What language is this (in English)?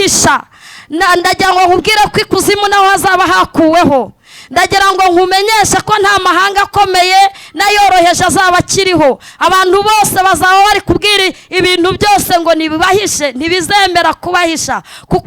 Kinyarwanda